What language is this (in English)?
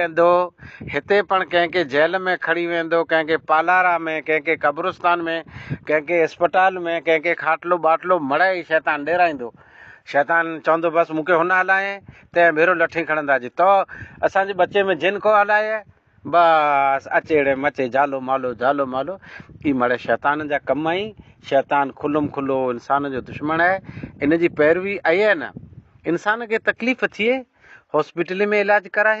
Sindhi